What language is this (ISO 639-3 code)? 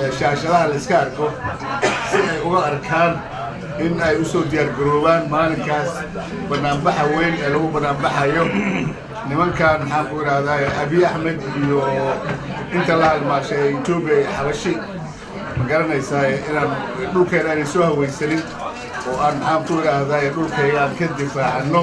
som